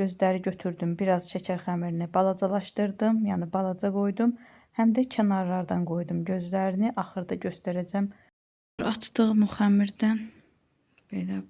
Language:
Azerbaijani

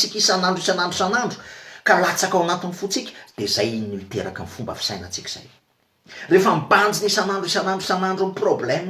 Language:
Malagasy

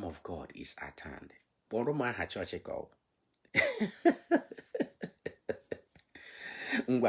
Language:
Igbo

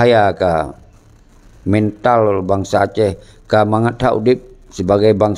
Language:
Achinese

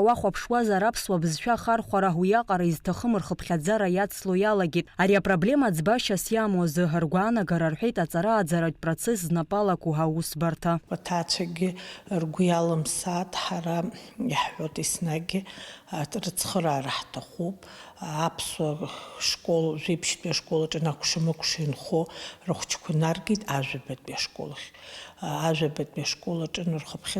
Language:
Abkhazian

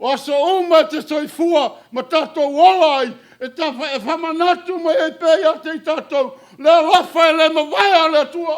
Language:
Samoan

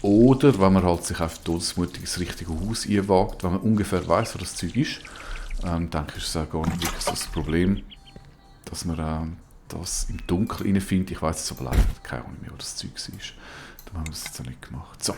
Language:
Swiss German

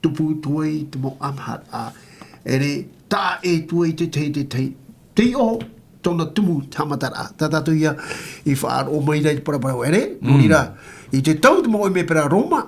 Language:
Tahitian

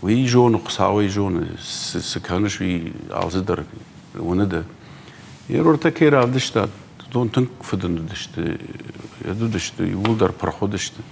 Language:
Ossetic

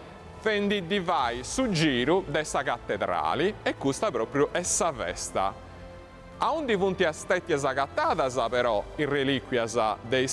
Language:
Sardinian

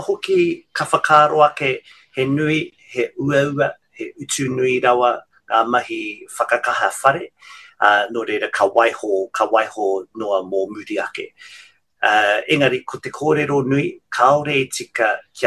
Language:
Māori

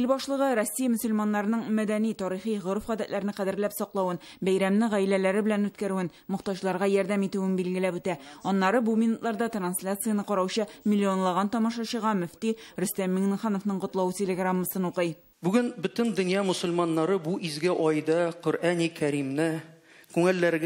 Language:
Tatar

